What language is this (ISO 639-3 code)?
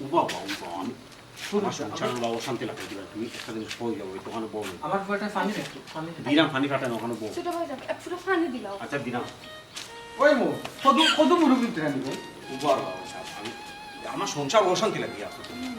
syl